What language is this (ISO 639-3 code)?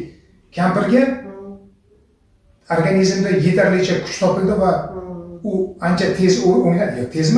uzb